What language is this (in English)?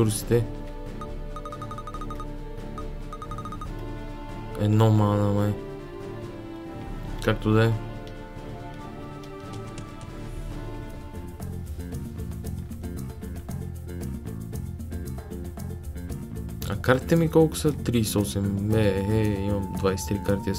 Bulgarian